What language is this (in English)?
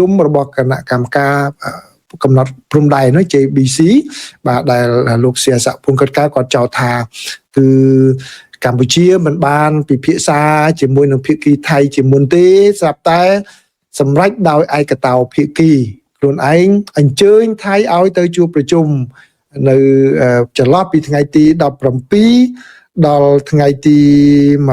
Khmer